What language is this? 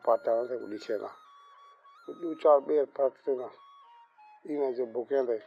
Saraiki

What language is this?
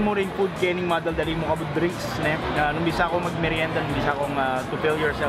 Pampanga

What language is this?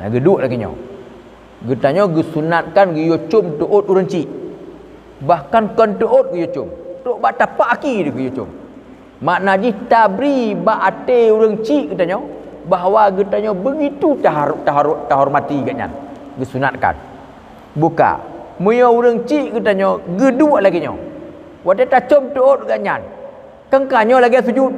Achinese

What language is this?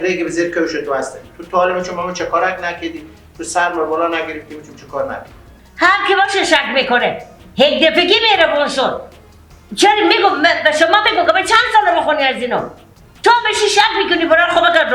Persian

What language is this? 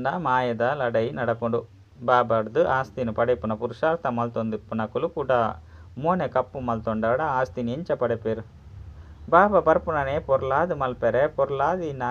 Tulu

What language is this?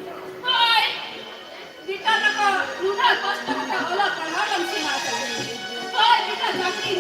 Santali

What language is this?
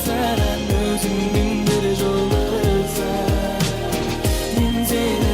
Kara-Kalpak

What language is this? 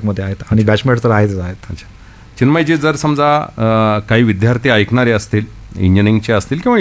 Marathi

